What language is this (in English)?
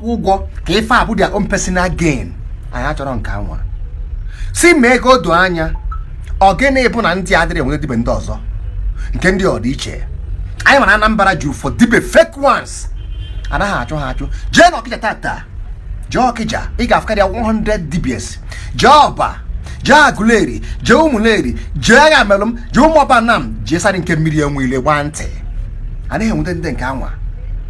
Igbo